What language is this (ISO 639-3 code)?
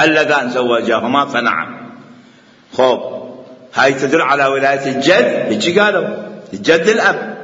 acm